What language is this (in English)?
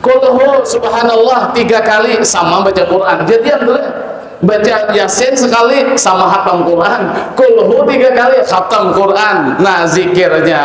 Banjar